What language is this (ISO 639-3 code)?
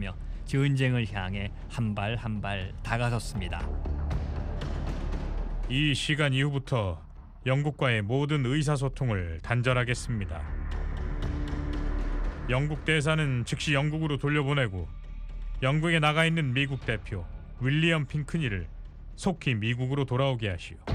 kor